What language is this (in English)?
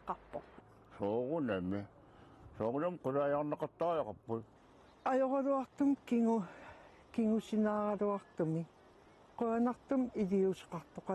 Kalaallisut